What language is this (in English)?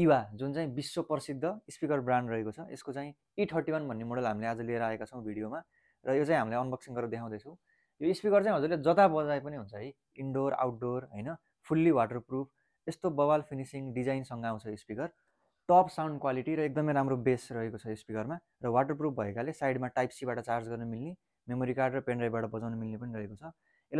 Nepali